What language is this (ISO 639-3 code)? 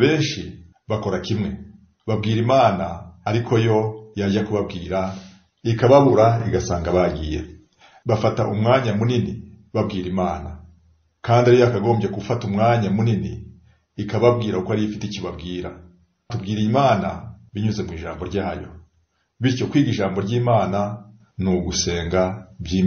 kin